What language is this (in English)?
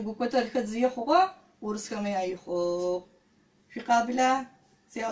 Adyghe